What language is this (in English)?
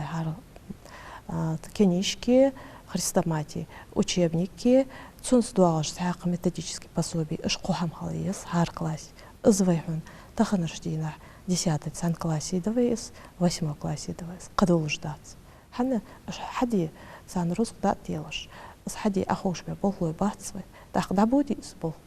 Ingush